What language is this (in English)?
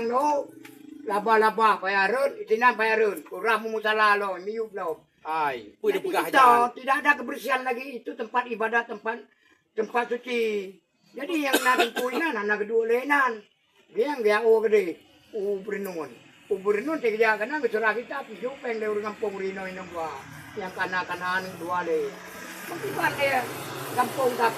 Achinese